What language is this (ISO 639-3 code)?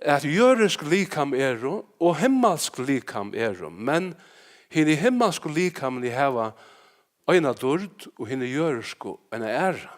fao